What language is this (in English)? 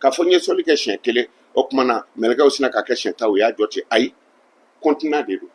Bambara